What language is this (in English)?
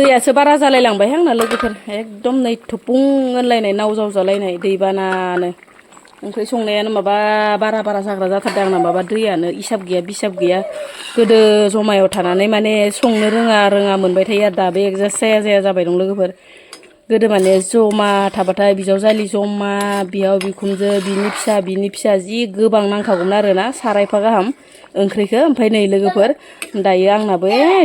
Bodo